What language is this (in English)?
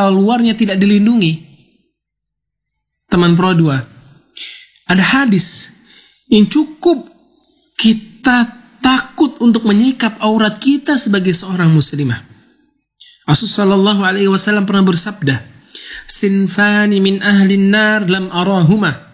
Indonesian